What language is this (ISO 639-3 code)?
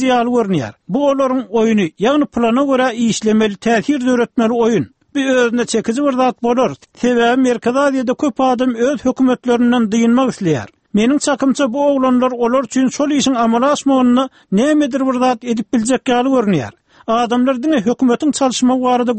tuk